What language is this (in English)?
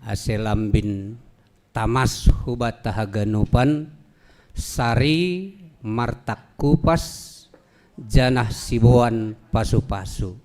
Batak Simalungun